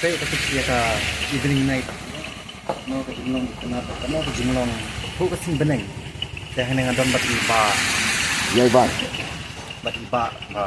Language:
Khasi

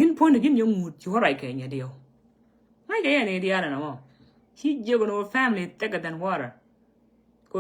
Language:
Nuer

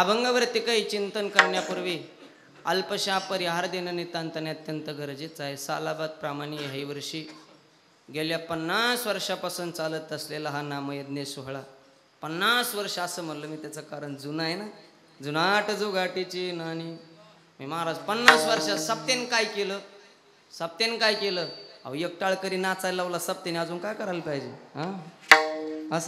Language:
Marathi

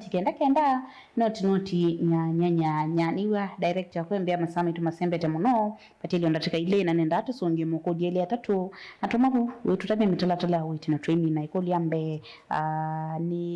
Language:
Kamba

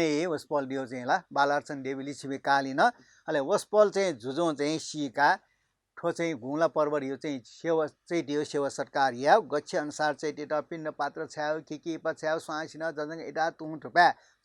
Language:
Newari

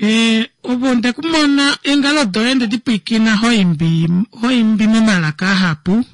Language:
Kuanyama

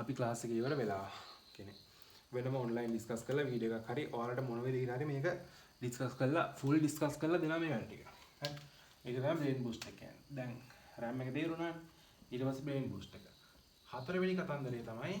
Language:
Sinhala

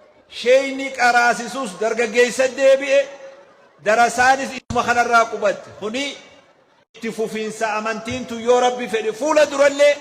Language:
Oromo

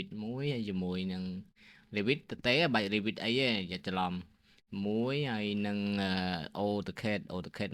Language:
Khmer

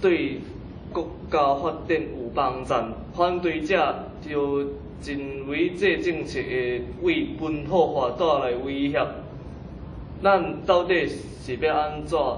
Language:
Min Nan Chinese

